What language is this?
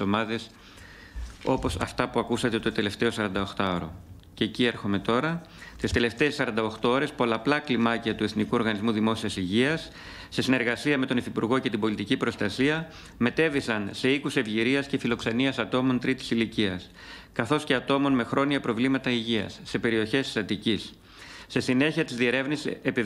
Greek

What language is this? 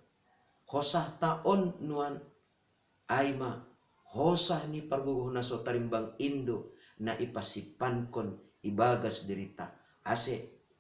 Batak Simalungun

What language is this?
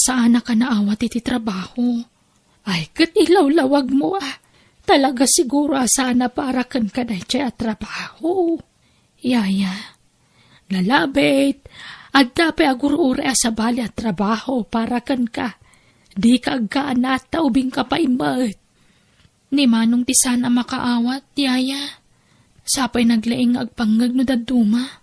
Iloko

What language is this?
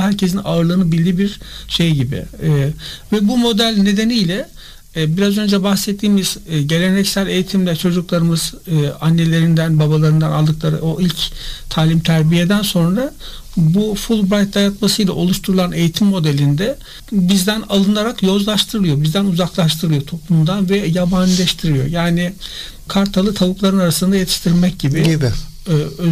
Turkish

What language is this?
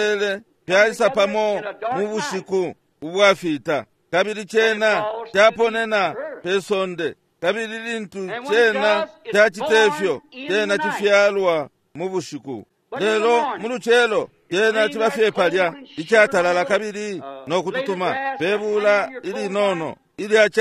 Bemba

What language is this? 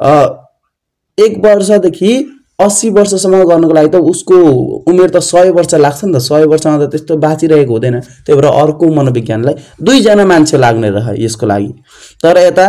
Nepali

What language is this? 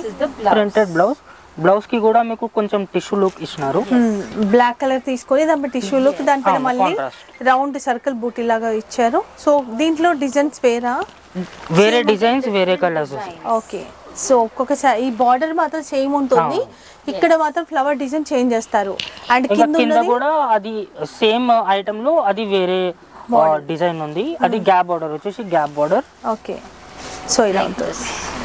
Telugu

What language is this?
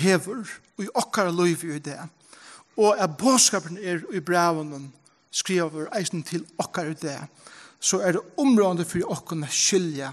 Faroese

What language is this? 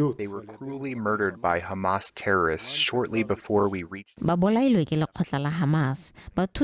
Tswana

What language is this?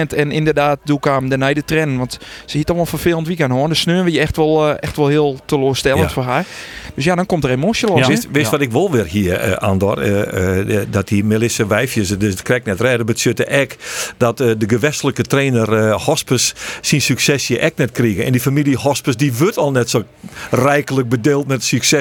Western Frisian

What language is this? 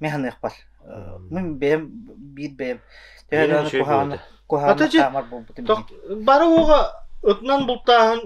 Yakut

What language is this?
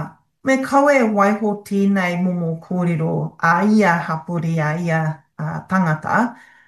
Māori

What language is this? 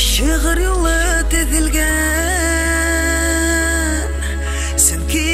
Bashkir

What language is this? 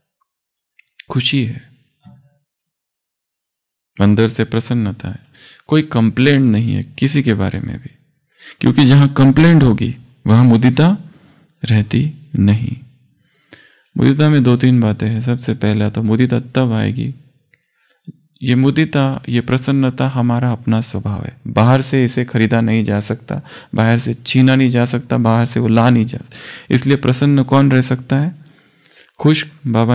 Hindi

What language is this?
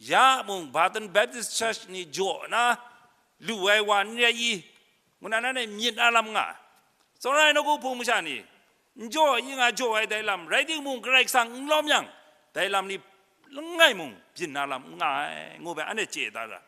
Kachin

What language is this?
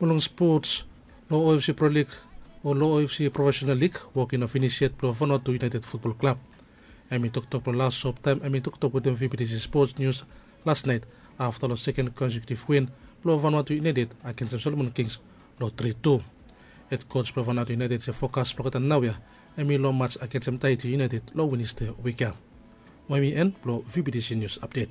Bislama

